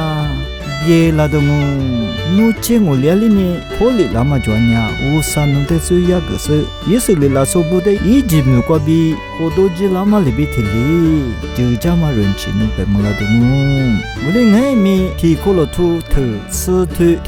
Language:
Lisu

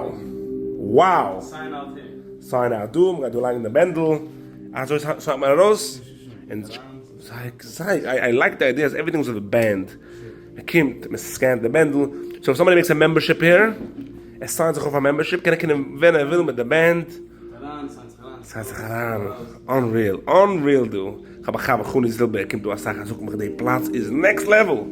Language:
Yiddish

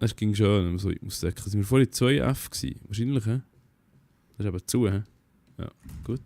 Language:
Swiss German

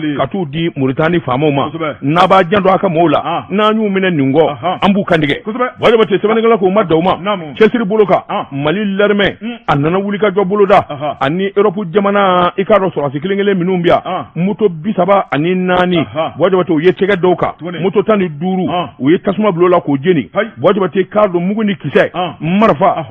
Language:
Bambara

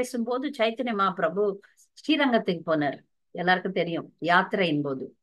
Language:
Tamil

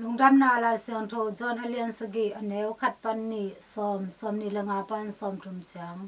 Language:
Tedim Chin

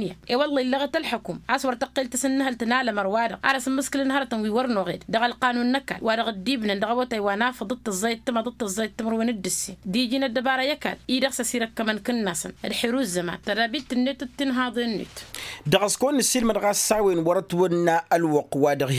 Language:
Tamasheq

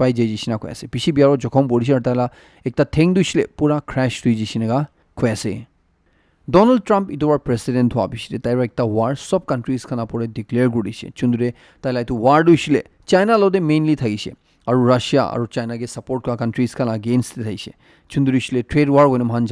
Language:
Naga Pidgin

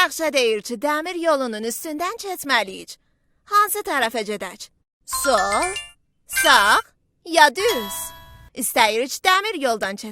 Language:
South Azerbaijani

